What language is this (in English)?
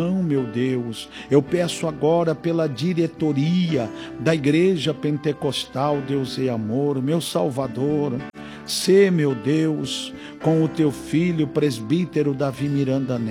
Portuguese